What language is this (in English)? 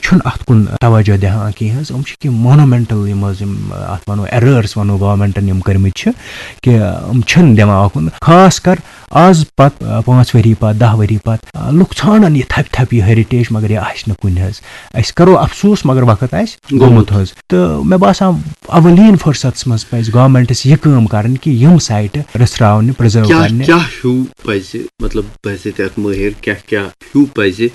Kashmiri